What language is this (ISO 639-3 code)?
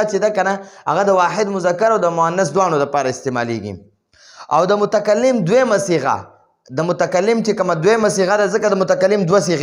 pus